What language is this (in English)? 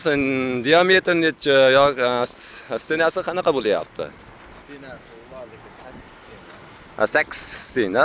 Uzbek